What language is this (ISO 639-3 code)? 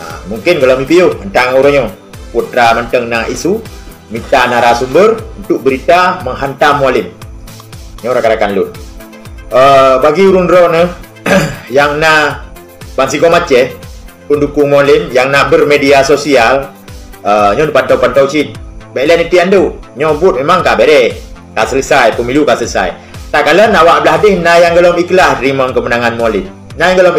ace